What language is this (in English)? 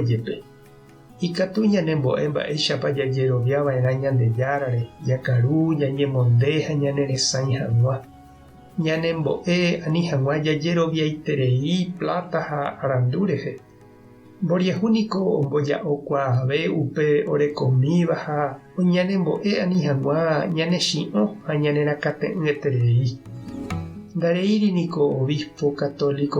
Guarani